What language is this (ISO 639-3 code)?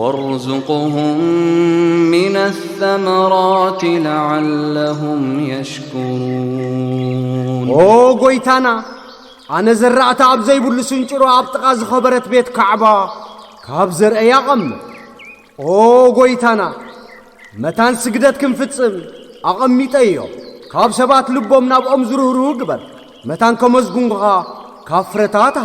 tir